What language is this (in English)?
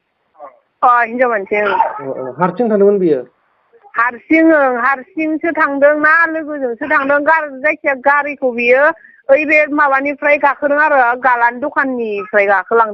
Bodo